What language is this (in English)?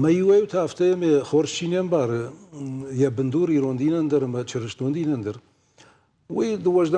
Ossetic